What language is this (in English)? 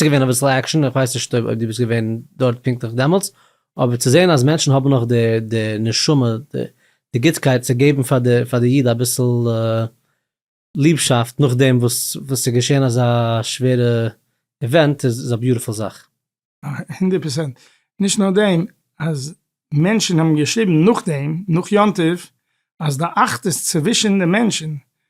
Yiddish